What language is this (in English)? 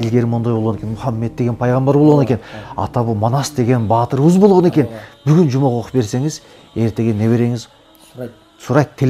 Kyrgyz